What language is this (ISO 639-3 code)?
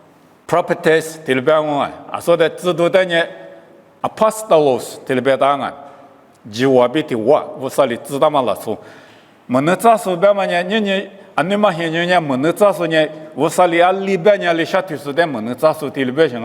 lis